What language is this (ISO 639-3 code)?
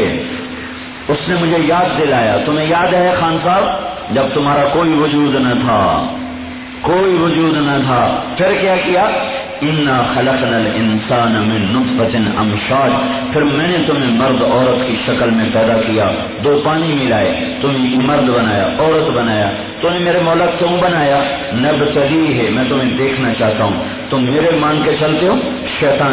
urd